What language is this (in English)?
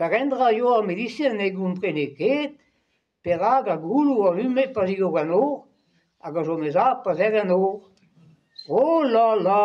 Breton